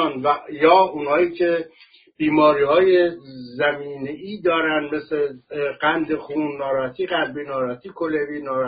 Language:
Persian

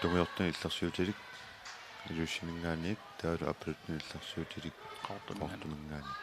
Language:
Kalaallisut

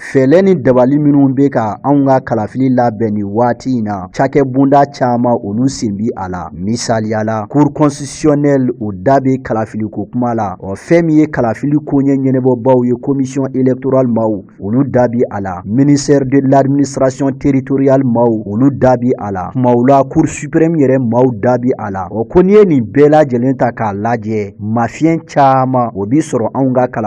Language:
Bambara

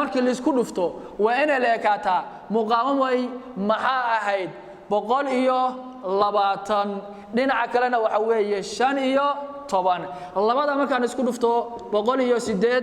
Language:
Somali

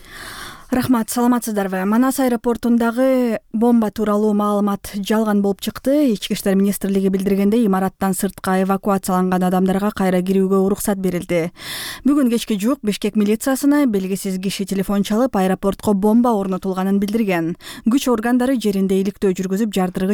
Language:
Kyrgyz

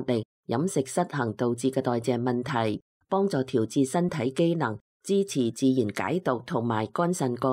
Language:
Cantonese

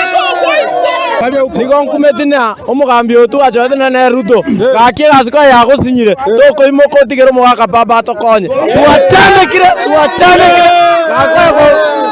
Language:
Gusii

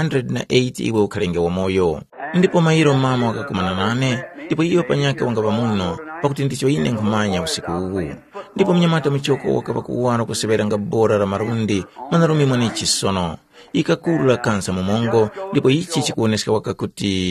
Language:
Tumbuka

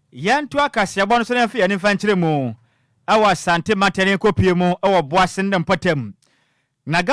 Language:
Akan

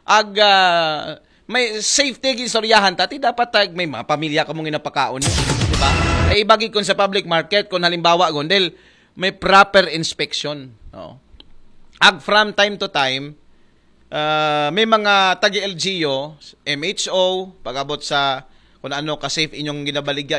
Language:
Aklanon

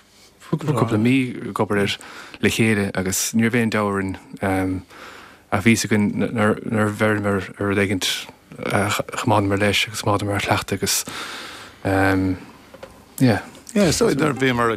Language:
Irish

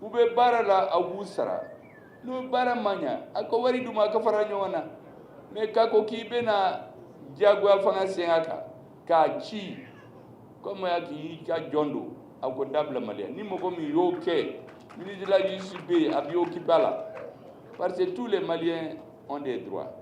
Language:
Bambara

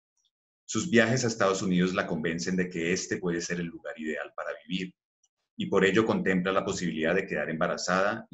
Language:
Spanish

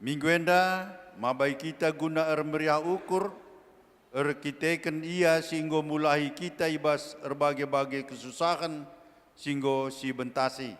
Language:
Batak Karo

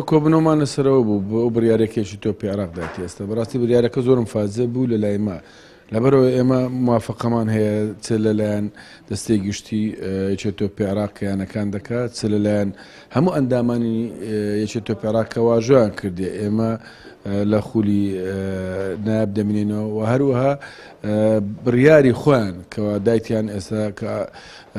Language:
Central Kurdish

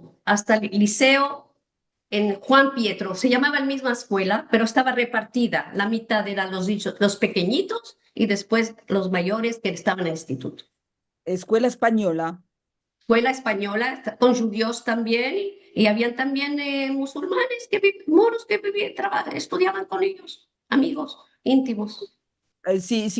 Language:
Ladino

